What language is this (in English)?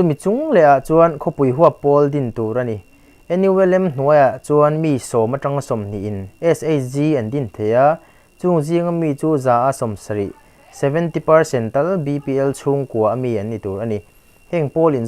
Mizo